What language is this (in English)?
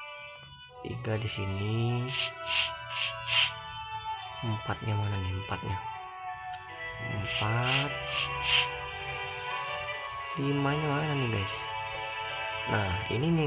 Indonesian